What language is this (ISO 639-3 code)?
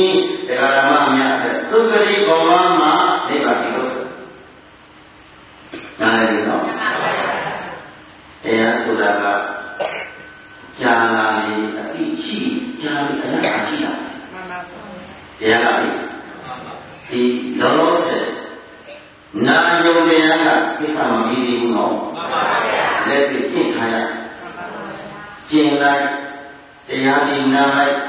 mya